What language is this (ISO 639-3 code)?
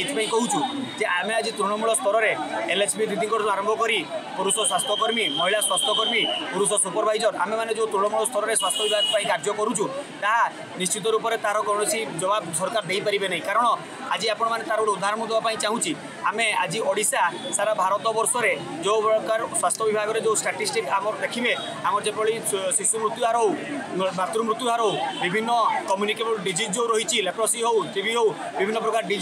ori